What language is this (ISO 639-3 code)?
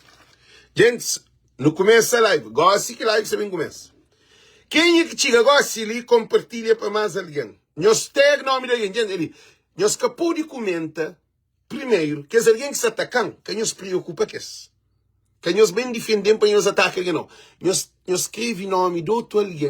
kea